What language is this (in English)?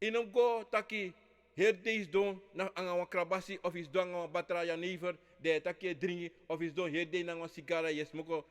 Sranan Tongo